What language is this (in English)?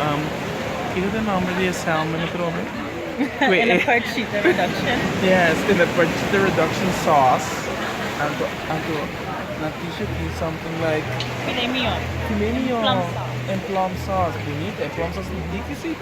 Papiamento